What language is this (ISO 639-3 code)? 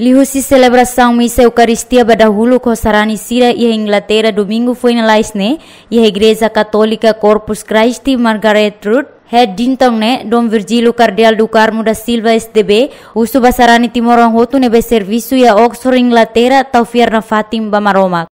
tet